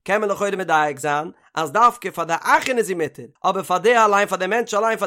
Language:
Yiddish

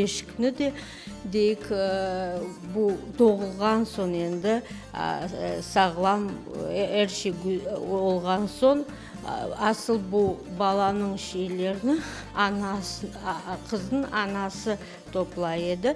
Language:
Crimean Tatar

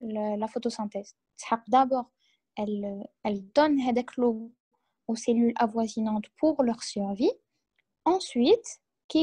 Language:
French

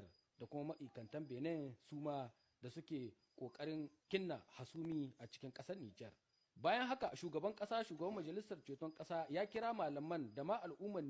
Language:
Hausa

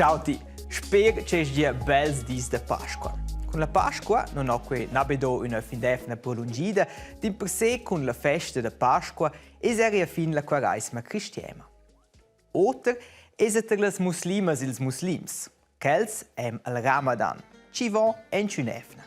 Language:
Romansh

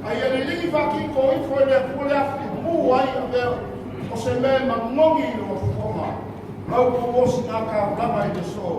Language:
Samoan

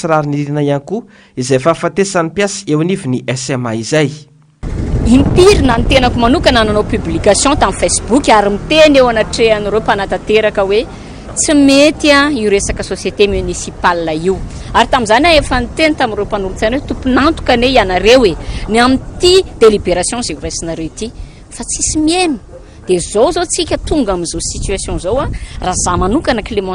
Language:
Malagasy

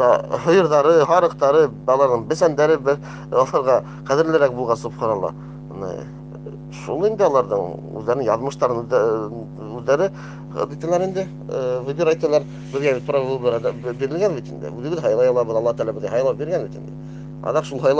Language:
Bashkir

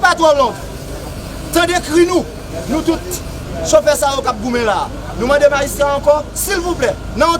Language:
Haitian Creole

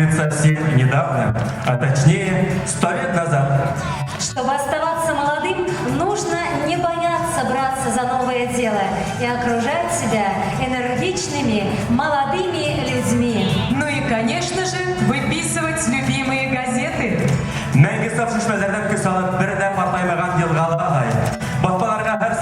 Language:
Bashkir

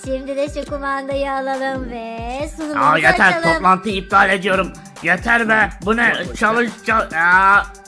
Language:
Turkish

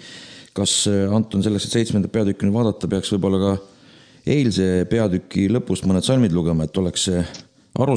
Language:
Estonian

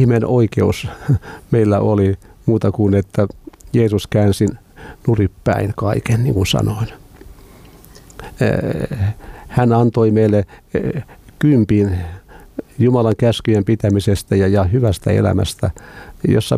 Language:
Finnish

